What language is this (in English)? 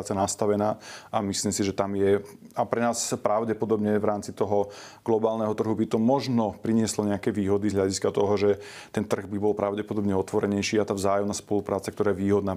Slovak